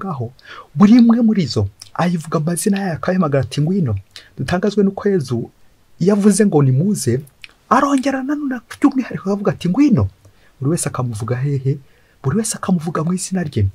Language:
Kinyarwanda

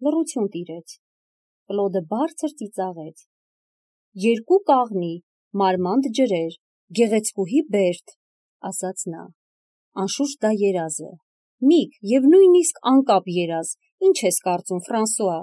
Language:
Armenian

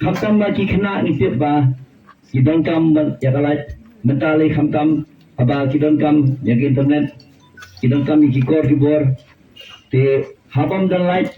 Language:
Khasi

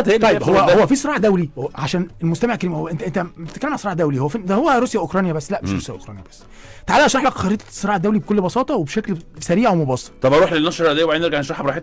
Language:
Egyptian Arabic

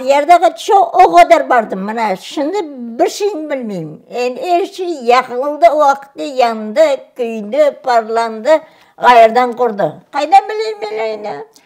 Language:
Crimean Tatar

